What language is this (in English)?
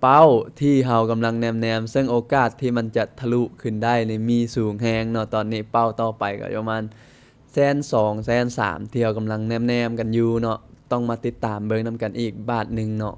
Lao